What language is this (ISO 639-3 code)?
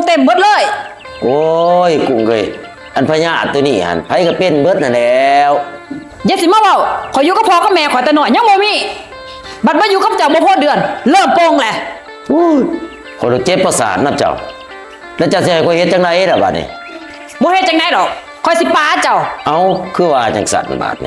lao